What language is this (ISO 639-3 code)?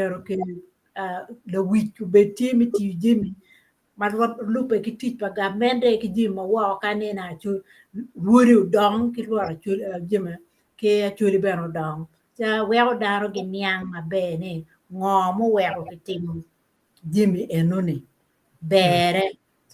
ach